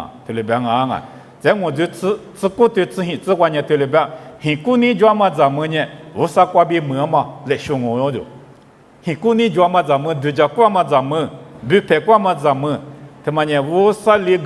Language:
Lisu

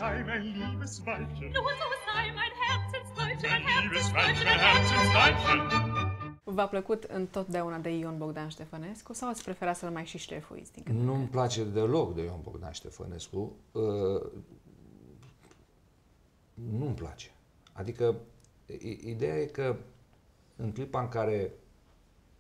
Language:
Romanian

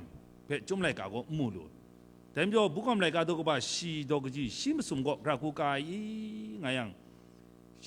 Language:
Kachin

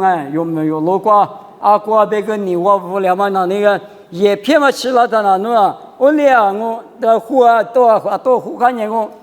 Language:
Lisu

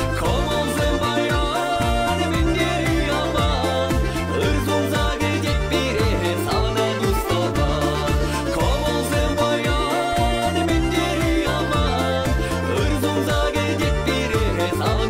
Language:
Chuvash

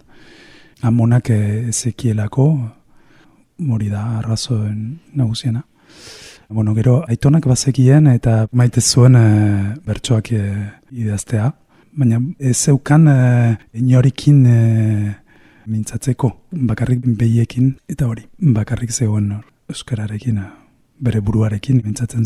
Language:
Basque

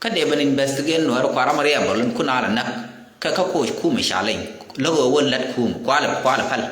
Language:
Nuer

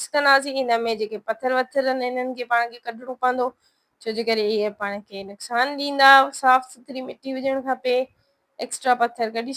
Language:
Sindhi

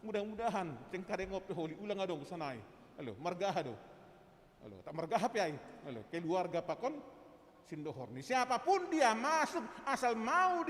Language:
Batak Simalungun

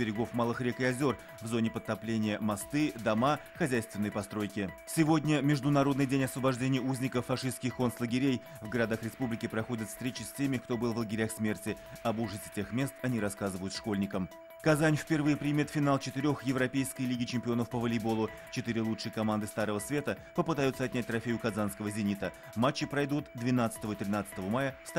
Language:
Russian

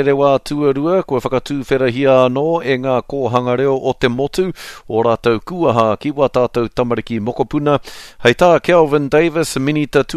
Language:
Māori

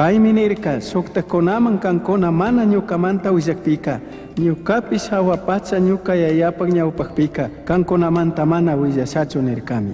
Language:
Chimborazo Highland Quichua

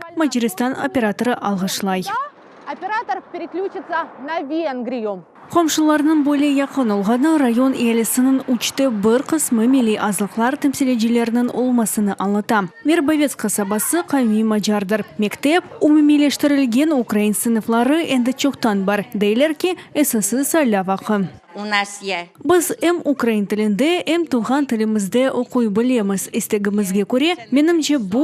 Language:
Crimean Tatar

